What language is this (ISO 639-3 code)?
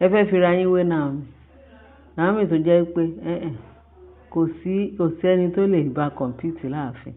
yor